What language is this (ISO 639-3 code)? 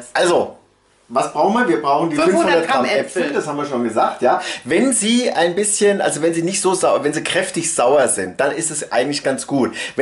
deu